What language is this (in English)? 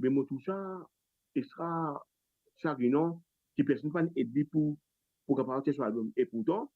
Morisyen